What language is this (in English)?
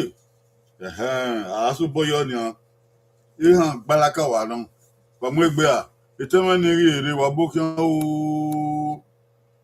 Bini